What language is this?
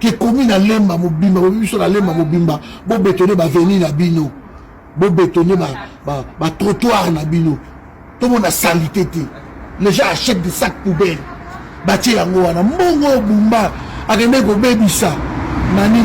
Lingala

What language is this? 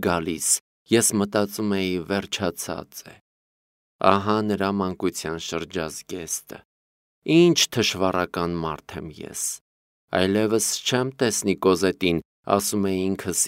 Armenian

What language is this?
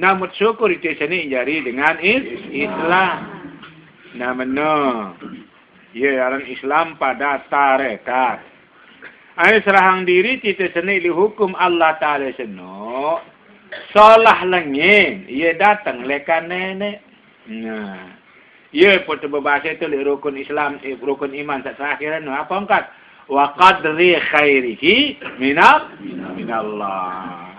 Sasak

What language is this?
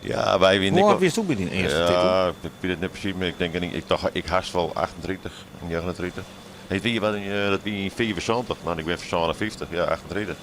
Western Frisian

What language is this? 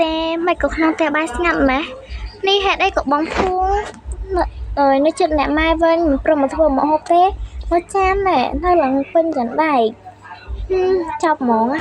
Khmer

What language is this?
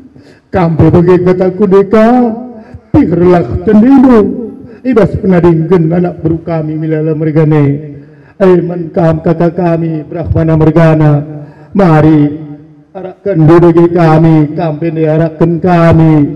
Batak Karo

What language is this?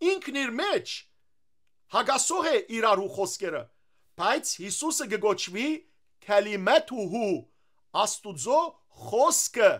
Western Armenian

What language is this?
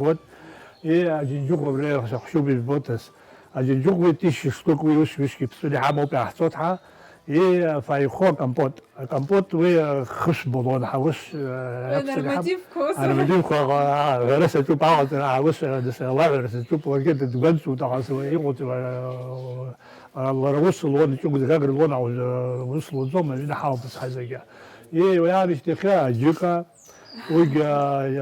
Abkhazian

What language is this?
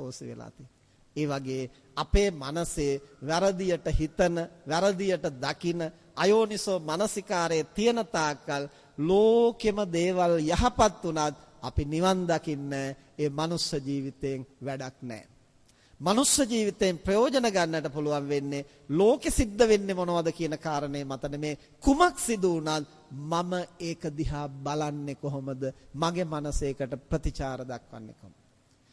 Sinhala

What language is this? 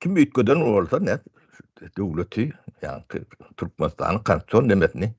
Turkmen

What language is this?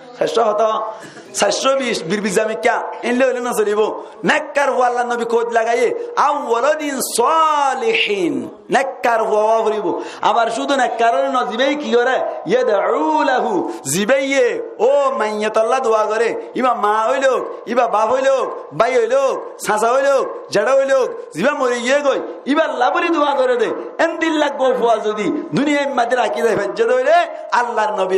Rohingya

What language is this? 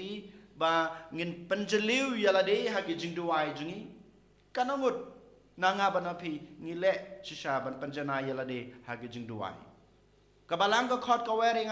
Khasi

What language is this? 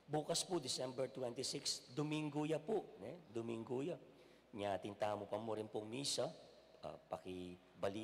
Pampanga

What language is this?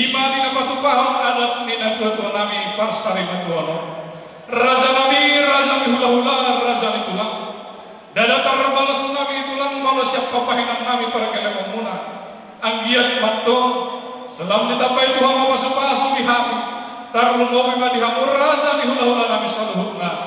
Batak Toba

